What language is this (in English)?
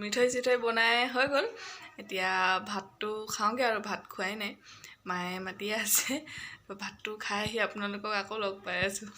Assamese